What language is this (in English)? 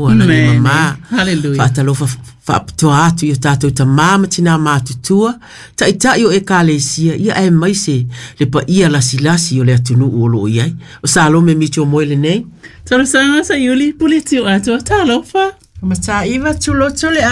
Samoan